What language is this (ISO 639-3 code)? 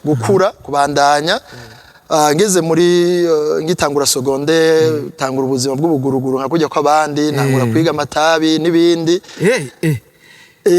run